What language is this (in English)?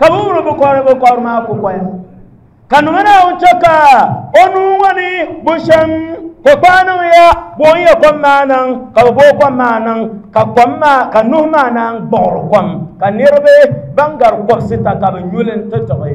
Dagbani